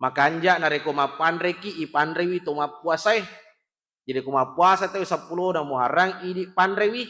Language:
Buginese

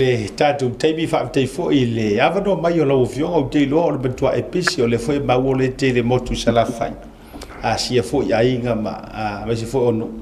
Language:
Samoan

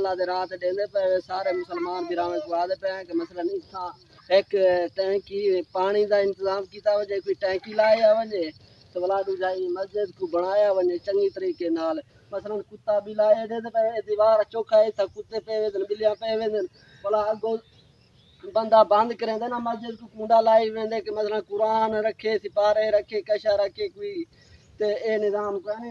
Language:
Saraiki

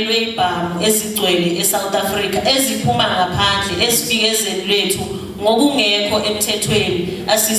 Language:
Zulu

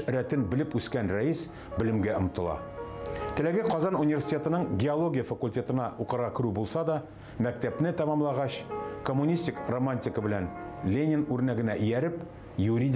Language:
Tatar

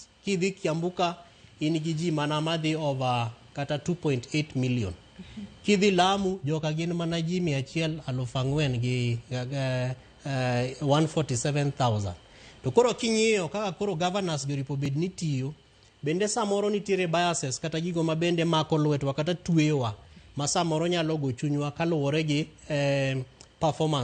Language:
Luo (Kenya and Tanzania)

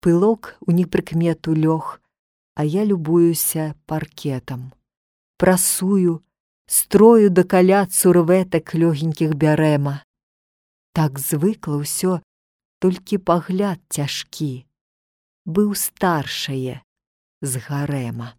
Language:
Belarusian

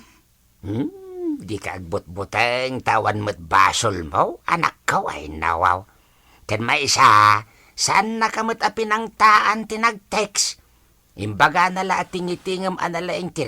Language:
Iloko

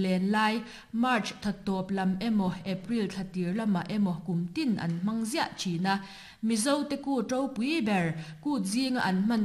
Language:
Mizo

